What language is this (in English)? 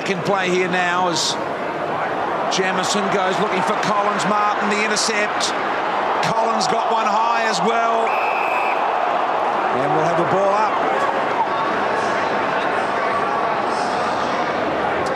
English